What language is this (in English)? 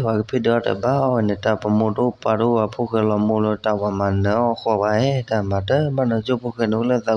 S'gaw Karen